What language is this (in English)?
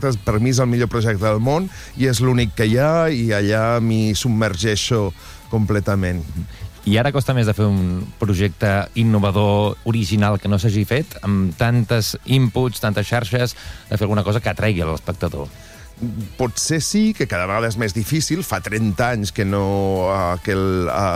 Catalan